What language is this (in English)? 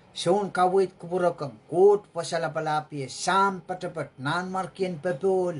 Pohnpeian